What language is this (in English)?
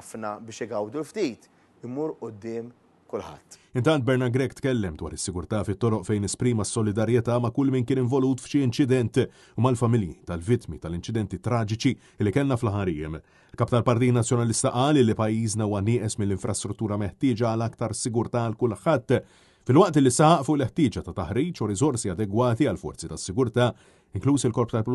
Maltese